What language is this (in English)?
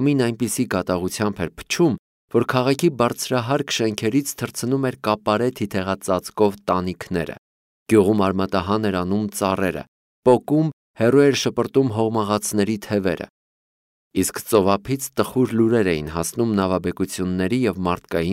Armenian